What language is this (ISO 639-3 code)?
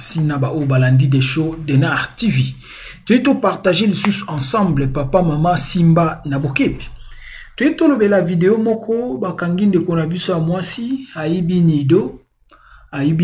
lin